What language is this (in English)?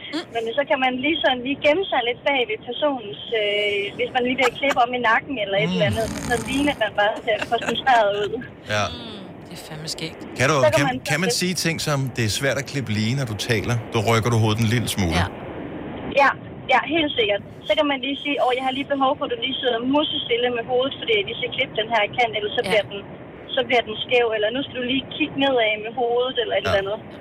Danish